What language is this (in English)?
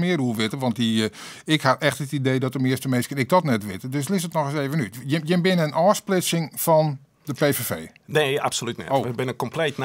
Western Frisian